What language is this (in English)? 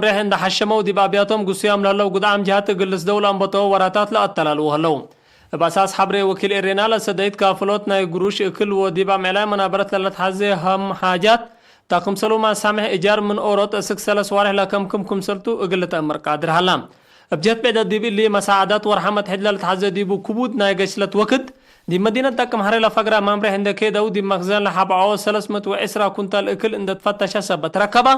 Tigre